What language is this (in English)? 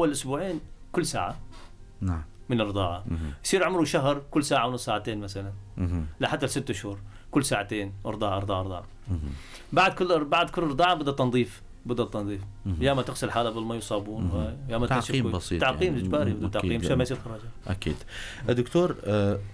North Levantine Arabic